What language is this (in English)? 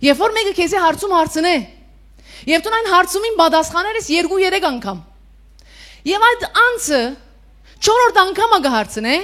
Western Armenian